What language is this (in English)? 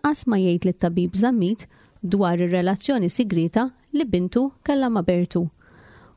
Maltese